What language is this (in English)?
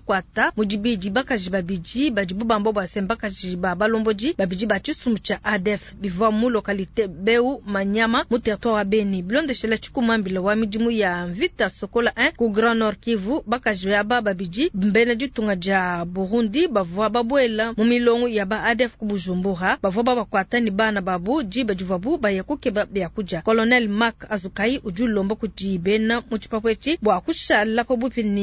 Luba-Lulua